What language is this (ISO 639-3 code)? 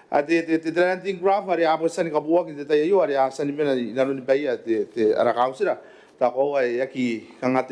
gil